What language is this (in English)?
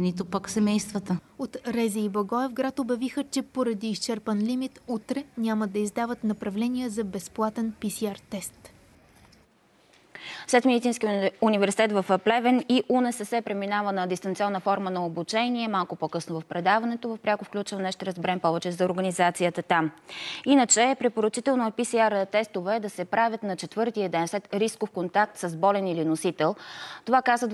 Bulgarian